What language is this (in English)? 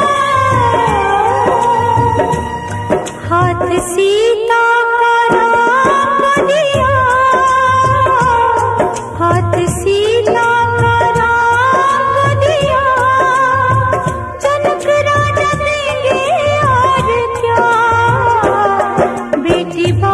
Hindi